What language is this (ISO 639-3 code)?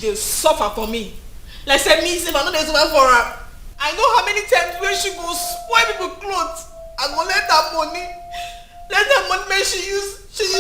pcm